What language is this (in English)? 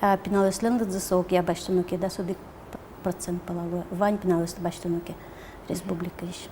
Udmurt